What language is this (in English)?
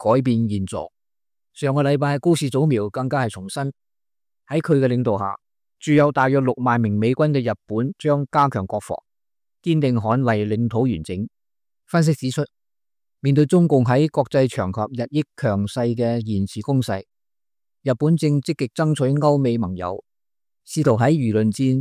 Cantonese